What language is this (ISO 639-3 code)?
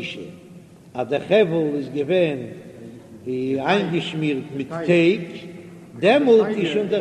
yid